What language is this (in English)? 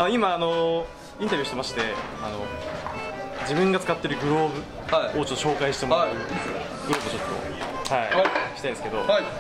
Japanese